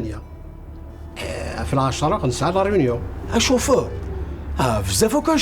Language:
Kabyle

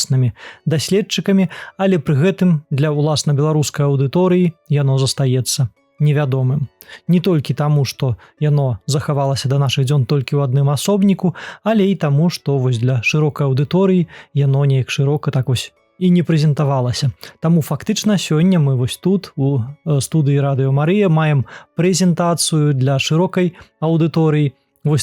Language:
Belarusian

